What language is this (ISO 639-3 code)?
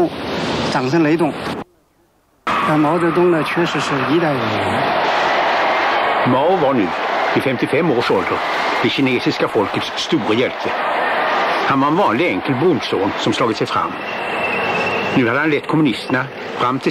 swe